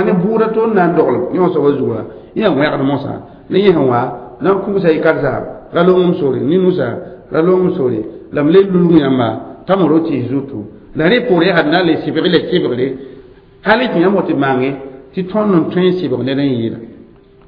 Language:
Mossi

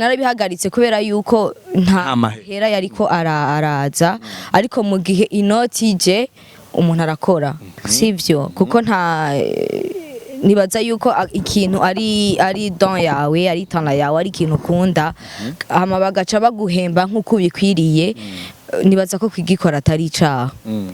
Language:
Rundi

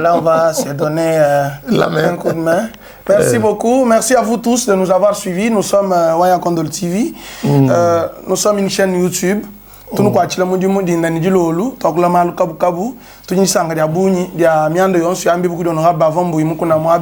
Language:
Luba-Lulua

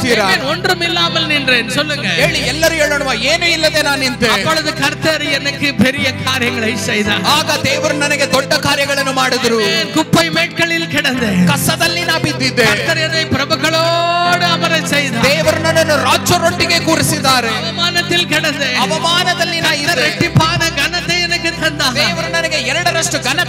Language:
Tamil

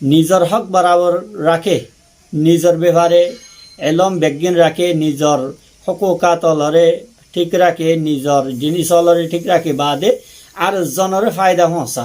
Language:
Rohingya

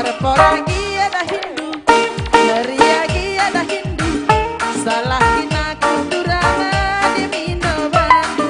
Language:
Batak Karo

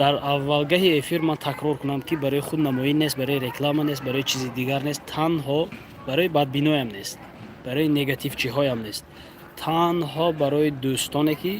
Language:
Tajik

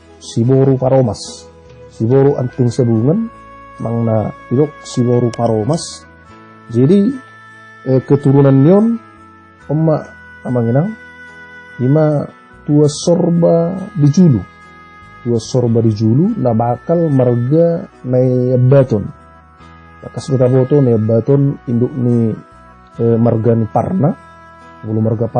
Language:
Batak Toba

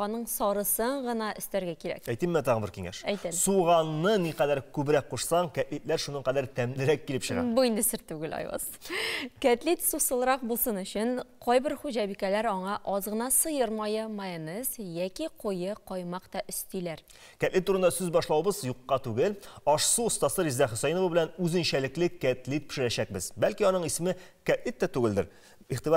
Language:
Tatar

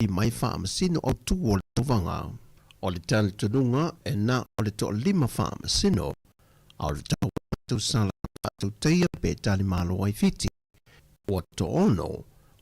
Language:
Samoan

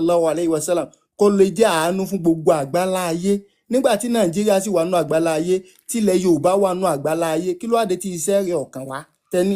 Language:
Yoruba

